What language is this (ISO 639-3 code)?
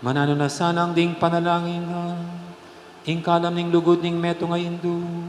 pam